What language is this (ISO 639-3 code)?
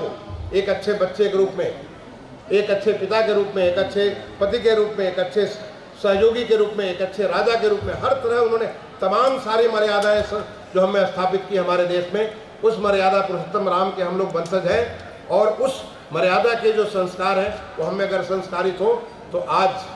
hin